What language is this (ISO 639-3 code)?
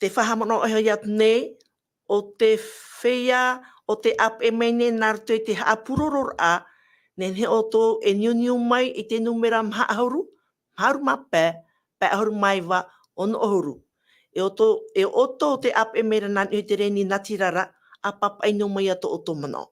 tah